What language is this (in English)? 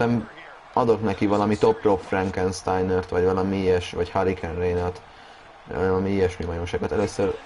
Hungarian